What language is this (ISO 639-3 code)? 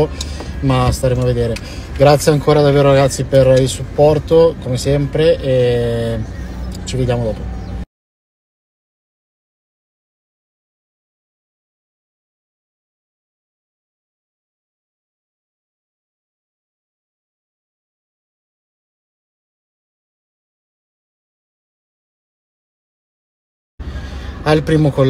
ita